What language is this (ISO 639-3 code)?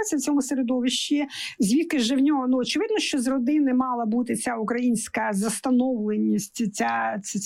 ukr